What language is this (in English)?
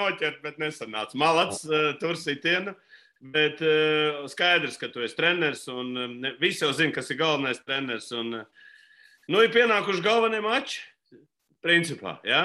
Latvian